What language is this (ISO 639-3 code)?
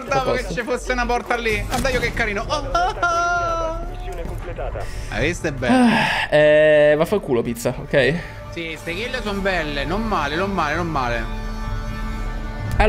ita